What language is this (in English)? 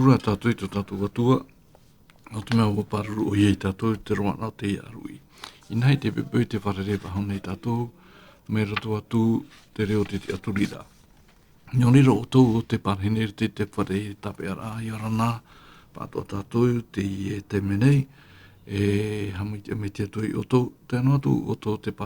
Tahitian